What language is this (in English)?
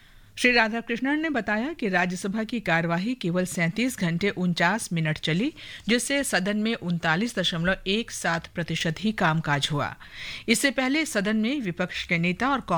Hindi